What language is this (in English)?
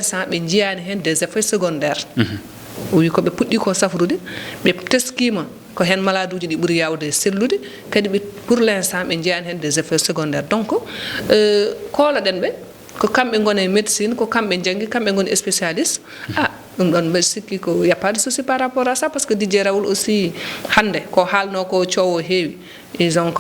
Fula